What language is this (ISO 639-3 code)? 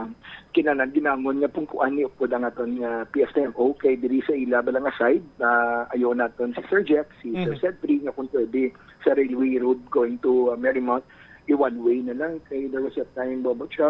hil